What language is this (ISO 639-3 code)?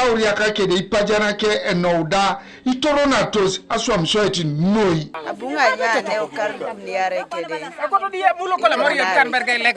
teo